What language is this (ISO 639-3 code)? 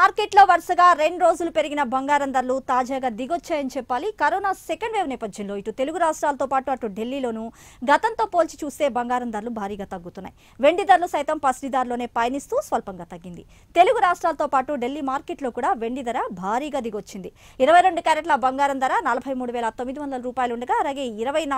tel